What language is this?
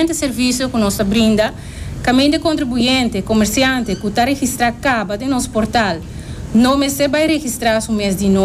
Papiamento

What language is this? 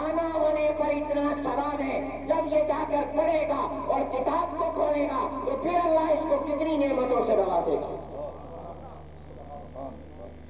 Urdu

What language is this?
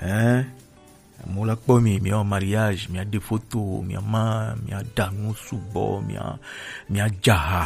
Gen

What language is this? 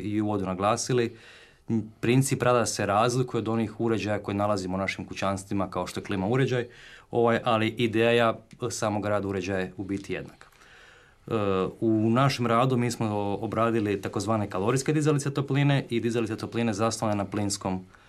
Croatian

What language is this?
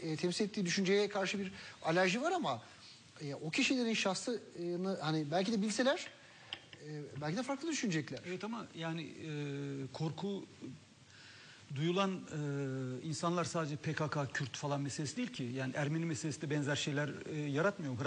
Turkish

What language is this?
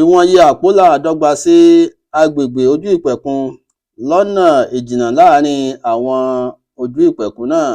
Yoruba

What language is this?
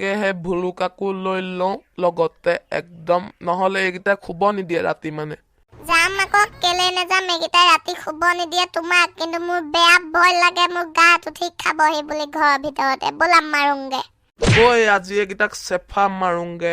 Assamese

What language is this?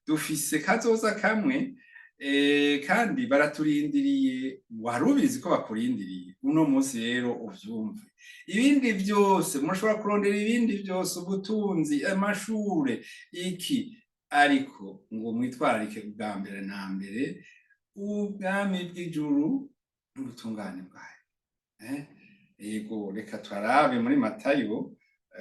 Rundi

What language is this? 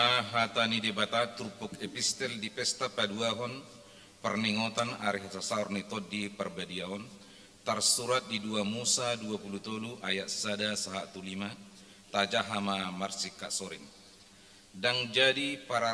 Batak Toba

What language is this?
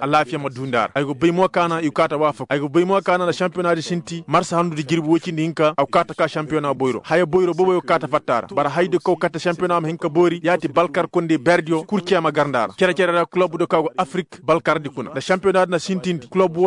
Koyraboro Senni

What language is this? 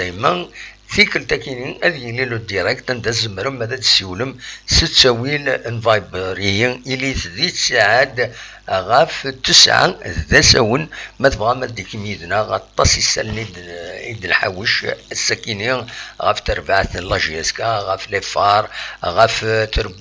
Kabyle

